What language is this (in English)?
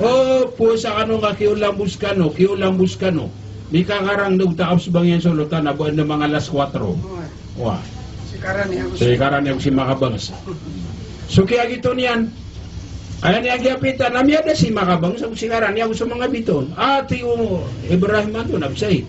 Maranao